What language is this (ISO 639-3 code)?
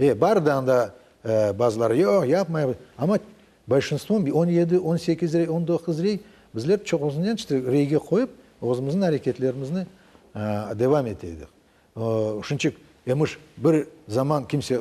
crh